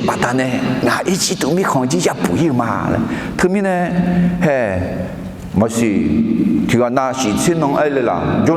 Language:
Akha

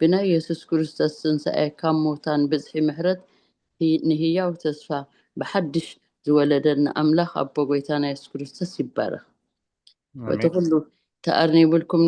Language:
Tigrinya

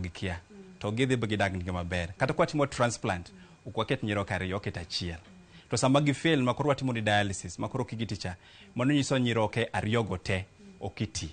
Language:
Luo (Kenya and Tanzania)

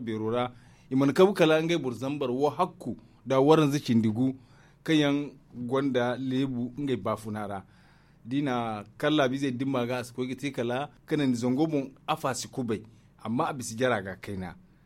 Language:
Zarma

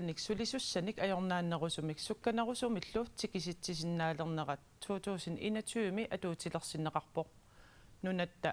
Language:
Kalaallisut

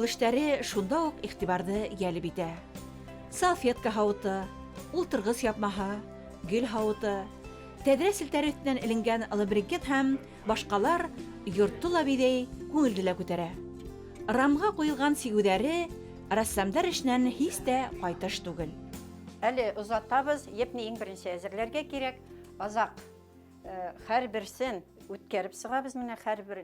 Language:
Bashkir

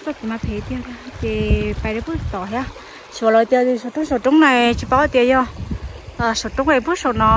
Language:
Hmong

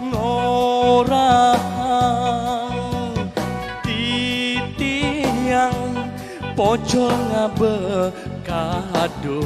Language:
Balinese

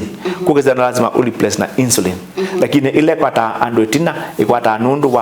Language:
Kamba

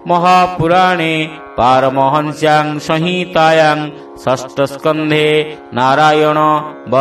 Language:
Odia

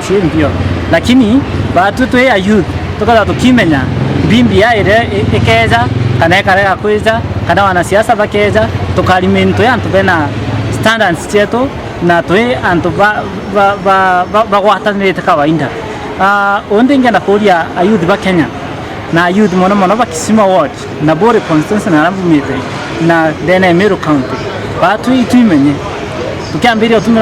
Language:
Meru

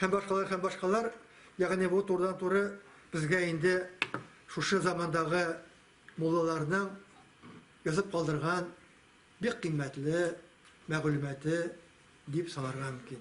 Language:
Tatar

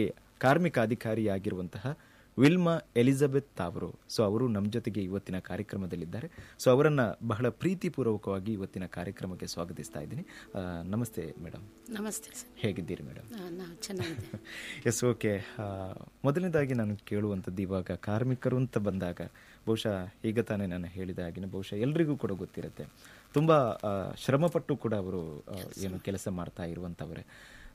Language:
Kannada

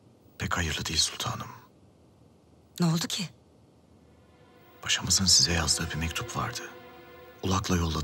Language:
Turkish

